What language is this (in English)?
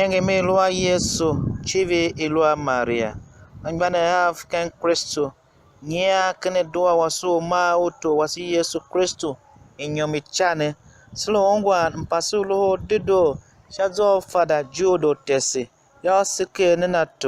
Tiv